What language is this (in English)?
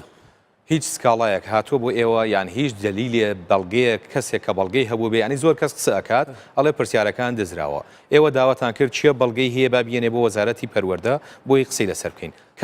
Central Kurdish